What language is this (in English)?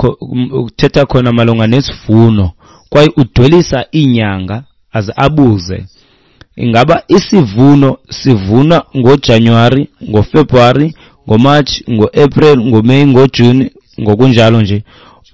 Xhosa